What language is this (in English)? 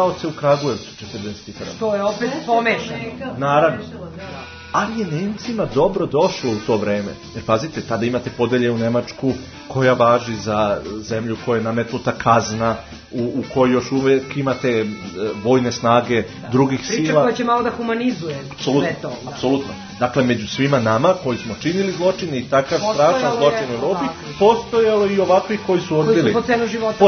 Serbian